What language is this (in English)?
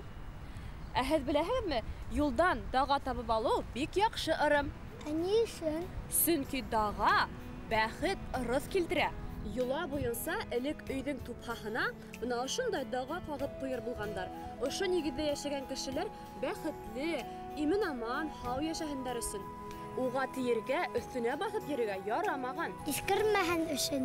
Bashkir